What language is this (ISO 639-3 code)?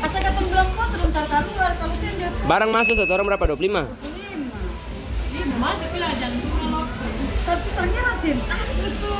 abs